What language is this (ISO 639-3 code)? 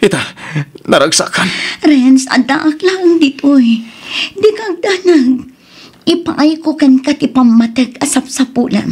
ilo